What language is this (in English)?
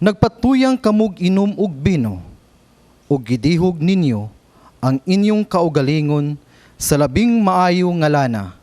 Cebuano